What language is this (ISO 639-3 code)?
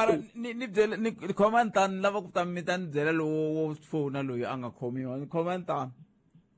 tso